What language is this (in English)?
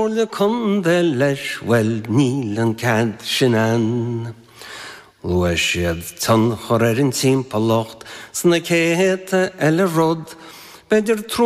Irish